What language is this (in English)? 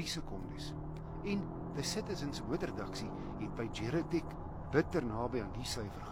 Afrikaans